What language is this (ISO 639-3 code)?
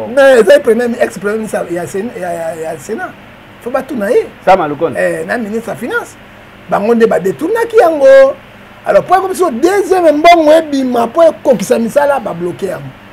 lin